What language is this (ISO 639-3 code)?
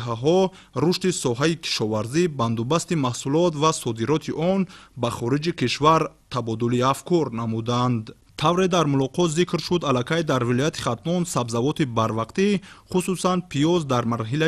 tgk